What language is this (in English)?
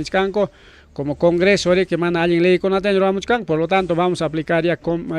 Ayacucho Quechua